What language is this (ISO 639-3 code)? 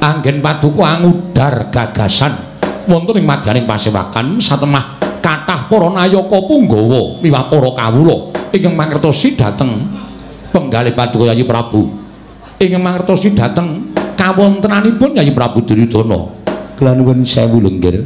jav